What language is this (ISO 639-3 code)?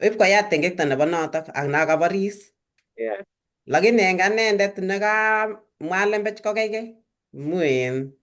kln